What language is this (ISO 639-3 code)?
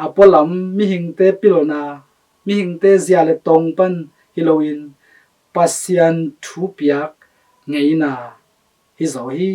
ctd